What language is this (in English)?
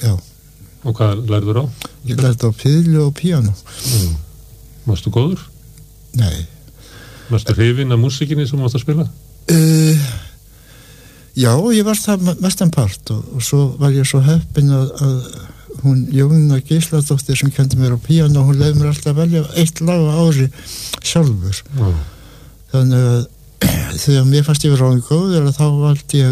Icelandic